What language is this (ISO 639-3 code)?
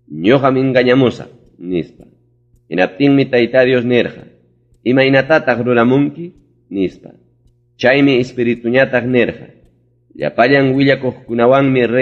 quy